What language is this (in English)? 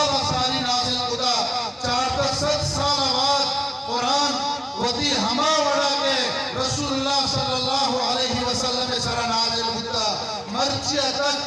Eastern Balochi